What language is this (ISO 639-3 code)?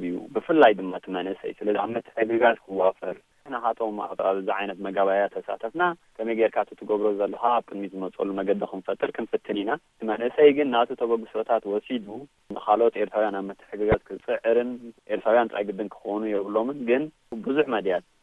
tir